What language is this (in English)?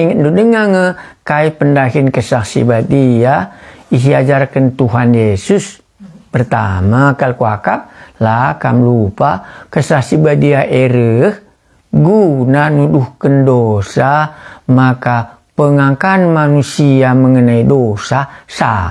Batak Karo